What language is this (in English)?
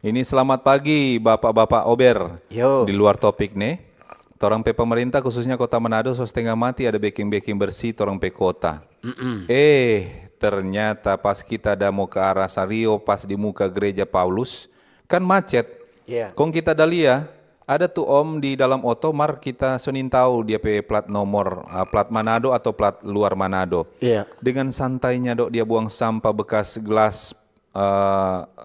Manado Malay